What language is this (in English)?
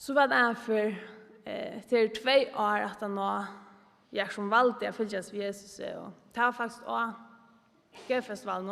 Faroese